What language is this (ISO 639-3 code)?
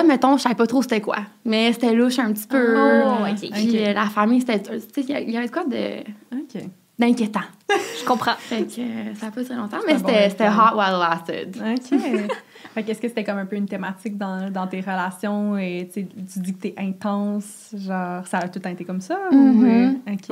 fra